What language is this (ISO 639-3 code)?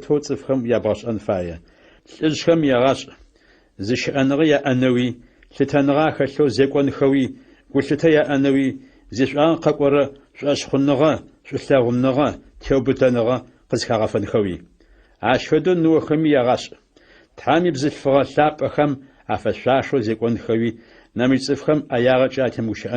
ady